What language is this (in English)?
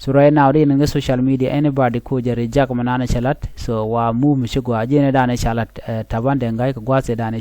Nuer